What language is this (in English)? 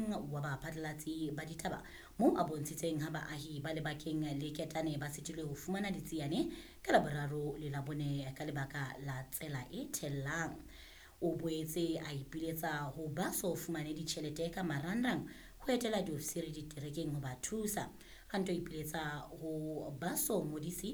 Southern Sotho